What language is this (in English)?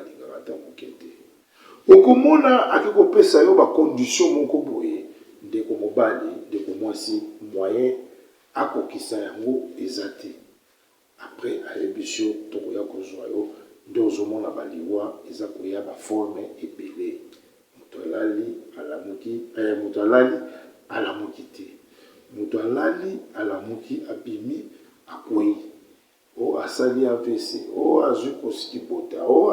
Lingala